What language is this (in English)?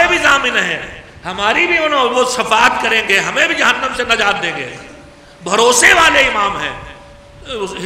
Urdu